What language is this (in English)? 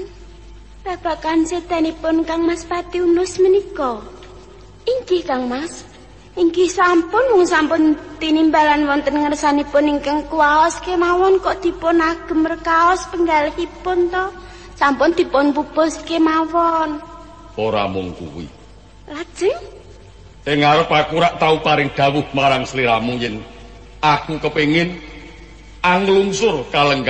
Javanese